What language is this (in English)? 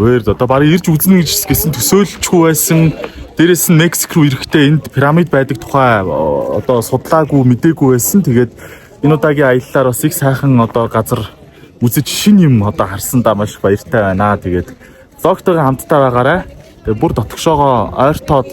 Mongolian